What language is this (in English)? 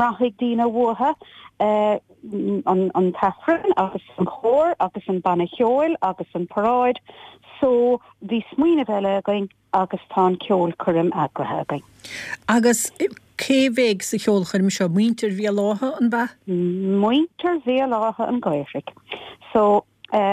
Irish